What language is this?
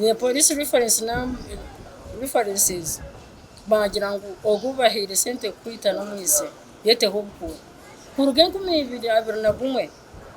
Nyankole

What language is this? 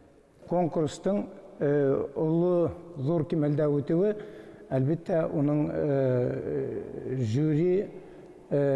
Bashkir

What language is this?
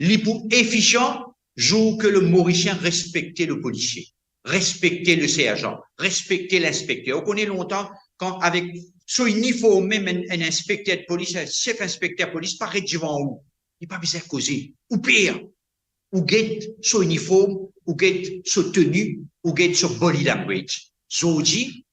Morisyen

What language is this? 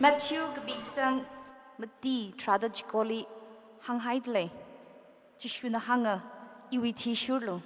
Tangkhul Naga (India)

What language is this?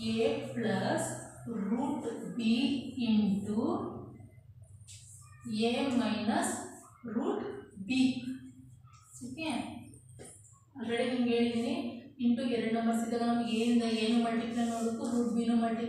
Kannada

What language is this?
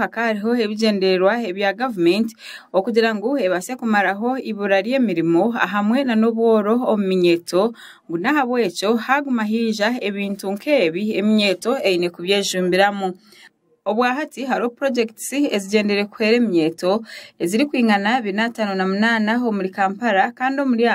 Nyankole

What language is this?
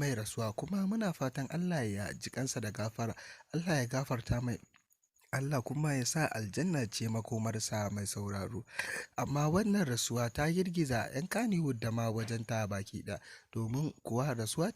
Hausa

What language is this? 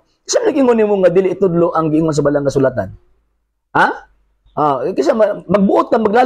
Cebuano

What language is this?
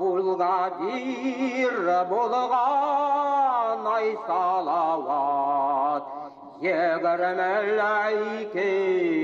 Bashkir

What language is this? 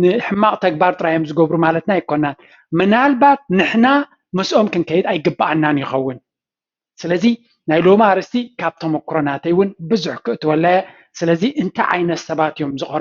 Tigrinya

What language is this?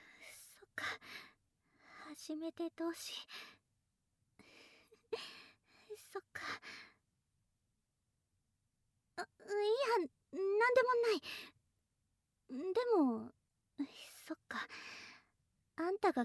Japanese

